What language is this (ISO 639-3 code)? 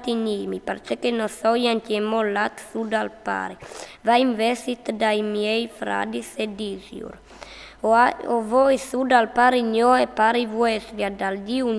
fur